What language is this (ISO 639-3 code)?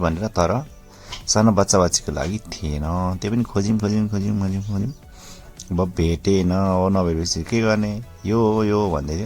nep